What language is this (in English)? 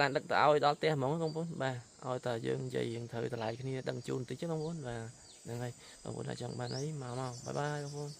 Khmer